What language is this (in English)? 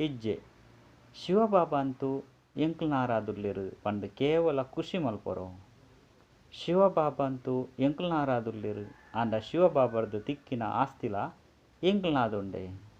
Tulu